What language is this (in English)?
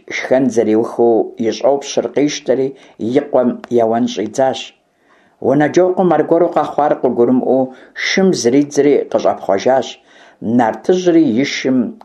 Kabardian